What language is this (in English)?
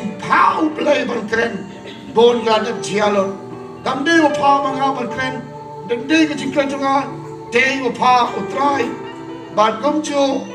Khasi